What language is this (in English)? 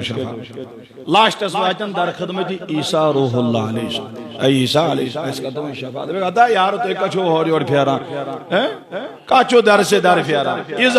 Kashmiri